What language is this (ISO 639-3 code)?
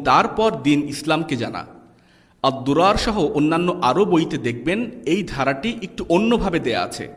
ben